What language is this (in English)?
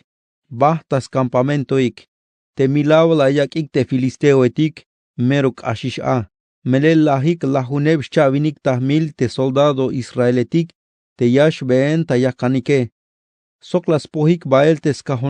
Tzeltal